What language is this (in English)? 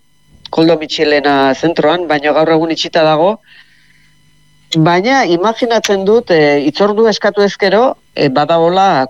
Basque